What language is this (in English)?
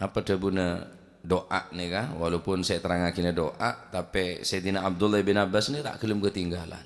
Madurese